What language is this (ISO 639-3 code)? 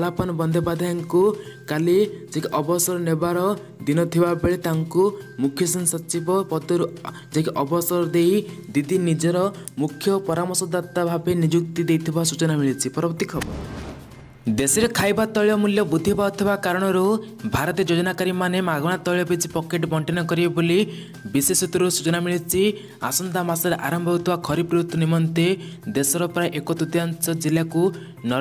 ori